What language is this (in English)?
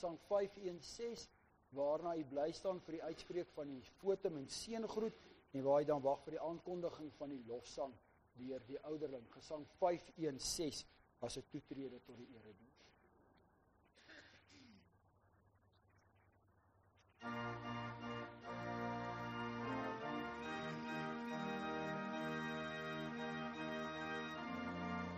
Afrikaans